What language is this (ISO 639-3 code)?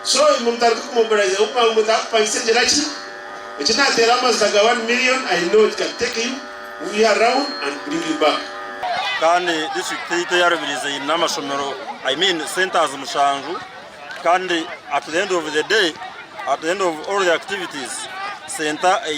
nyn